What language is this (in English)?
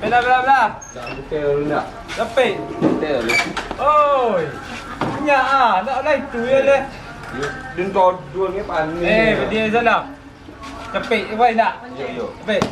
Minangkabau